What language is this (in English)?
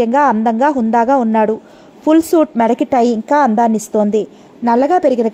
Telugu